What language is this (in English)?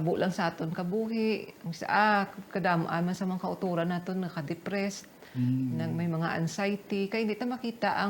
Hiligaynon